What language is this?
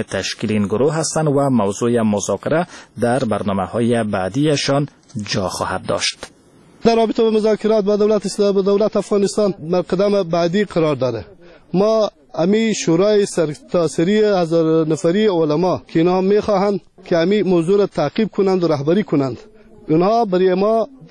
Persian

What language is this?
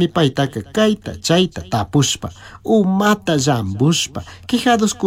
Chimborazo Highland Quichua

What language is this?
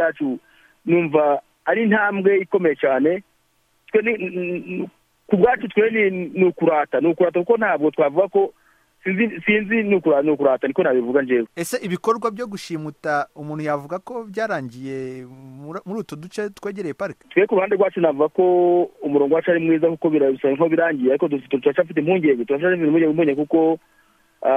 Kinyarwanda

